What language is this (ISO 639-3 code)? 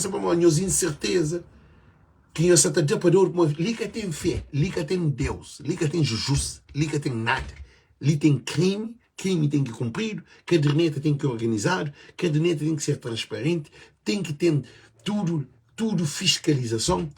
kea